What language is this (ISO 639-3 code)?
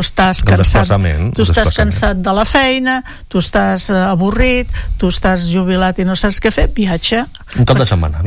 cat